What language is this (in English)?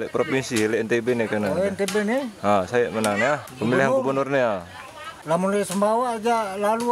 Sasak